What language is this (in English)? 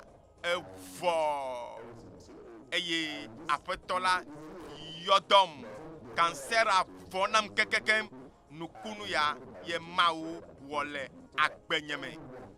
Ewe